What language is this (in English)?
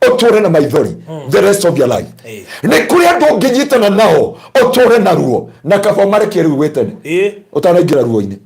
Kikuyu